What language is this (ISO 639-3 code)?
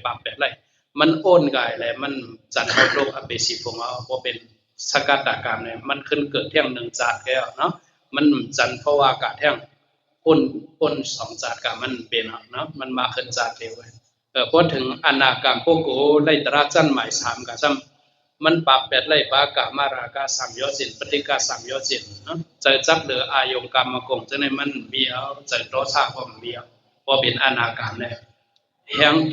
shn